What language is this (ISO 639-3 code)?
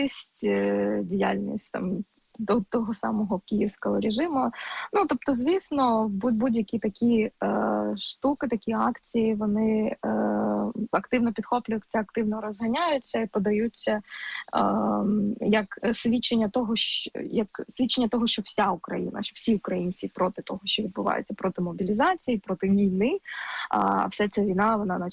ukr